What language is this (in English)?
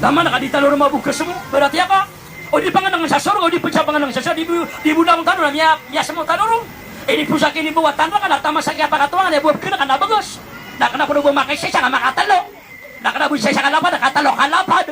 Maranao